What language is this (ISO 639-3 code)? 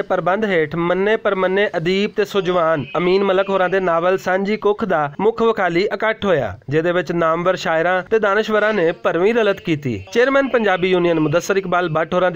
lah